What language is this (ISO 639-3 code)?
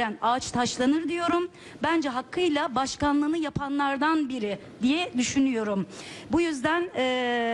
tur